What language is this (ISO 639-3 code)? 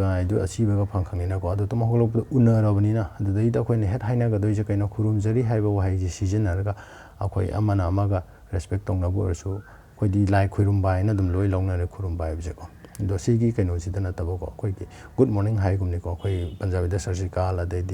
mni